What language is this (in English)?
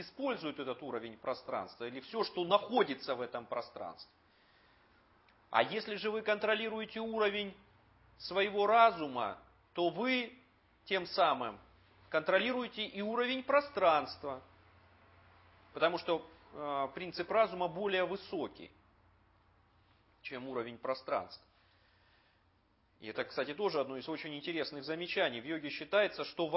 Russian